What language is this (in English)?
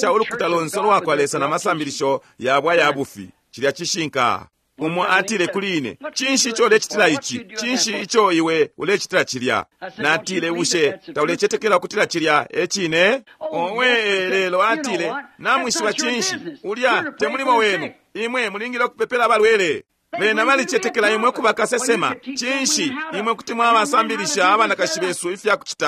Bemba